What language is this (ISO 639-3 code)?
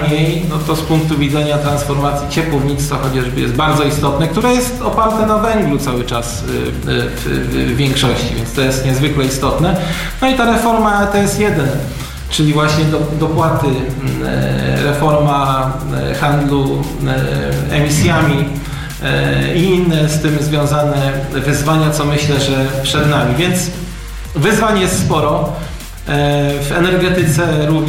pol